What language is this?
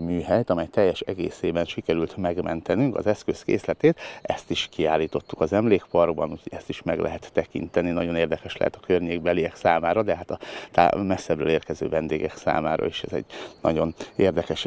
Hungarian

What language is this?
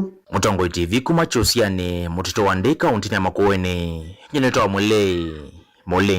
Kamba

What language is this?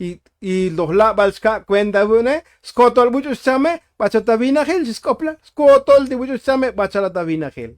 Tzotzil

